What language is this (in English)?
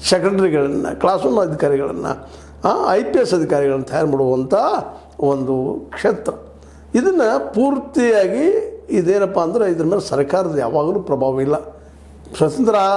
Kannada